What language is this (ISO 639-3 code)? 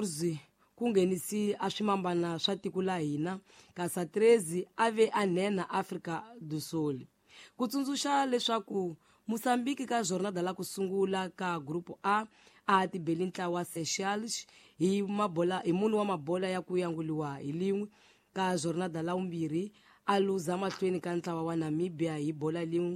tso